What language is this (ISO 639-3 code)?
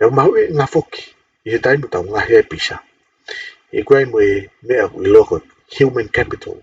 ton